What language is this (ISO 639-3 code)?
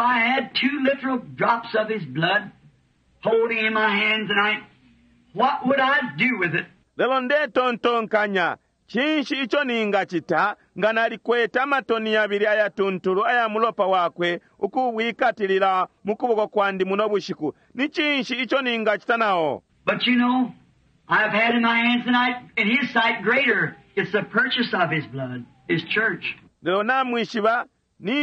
bem